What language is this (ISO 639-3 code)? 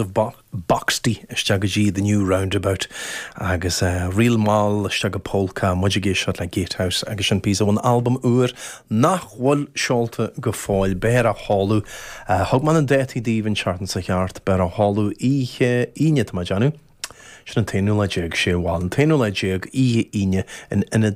gle